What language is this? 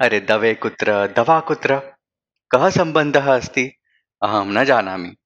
Sanskrit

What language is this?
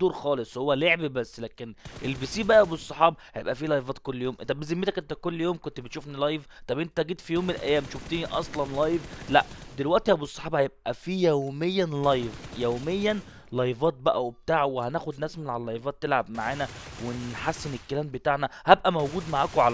Egyptian Arabic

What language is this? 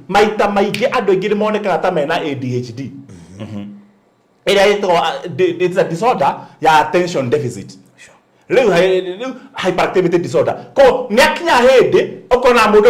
Kikuyu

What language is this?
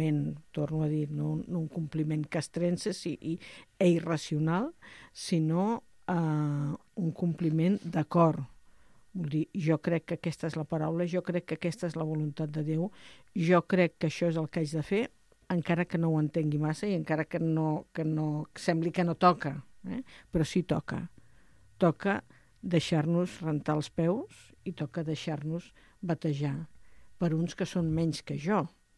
Catalan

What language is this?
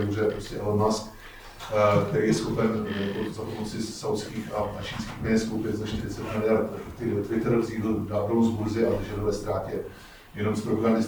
Czech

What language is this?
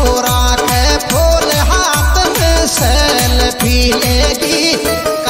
Rajasthani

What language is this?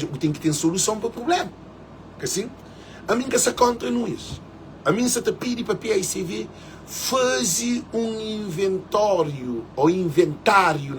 Kabuverdianu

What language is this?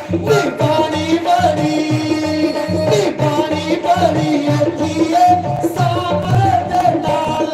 Dogri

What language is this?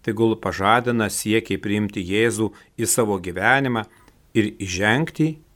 Lithuanian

